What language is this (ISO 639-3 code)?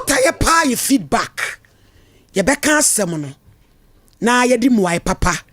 aka